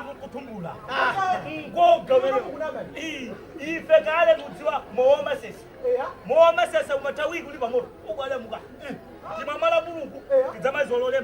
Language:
Nyanja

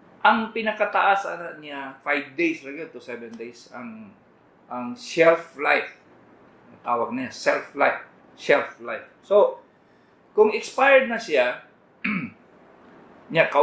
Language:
Cebuano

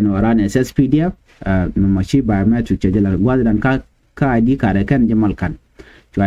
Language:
Nuer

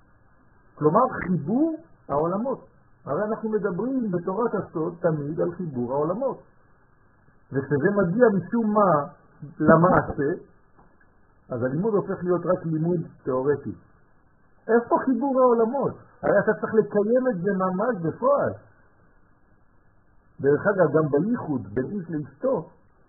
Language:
Hebrew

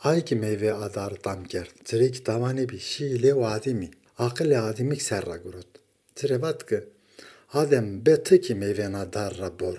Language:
Zaza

